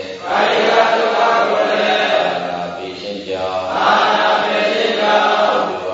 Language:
Burmese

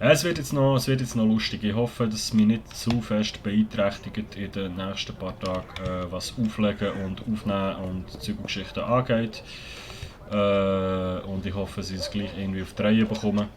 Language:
Swiss German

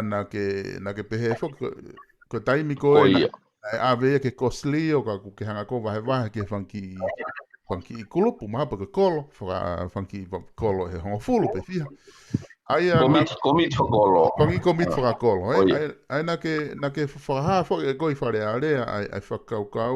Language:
Tongan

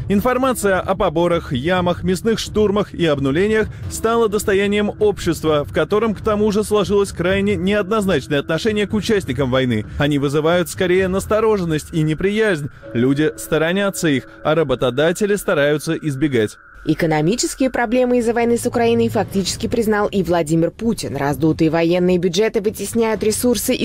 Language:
Russian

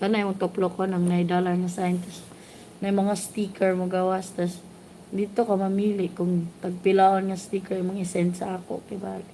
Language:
Cebuano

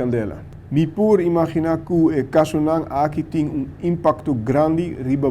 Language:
Papiamento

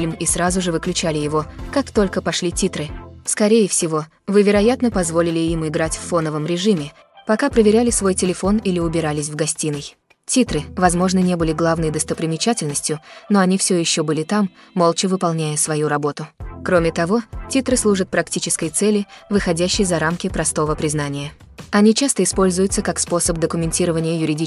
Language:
Russian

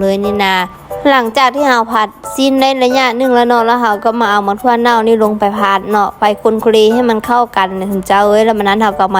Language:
Lao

